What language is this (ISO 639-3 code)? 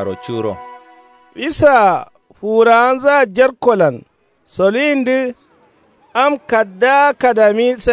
kau